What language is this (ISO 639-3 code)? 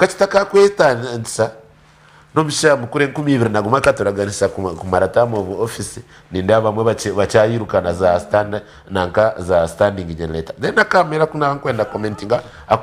nyn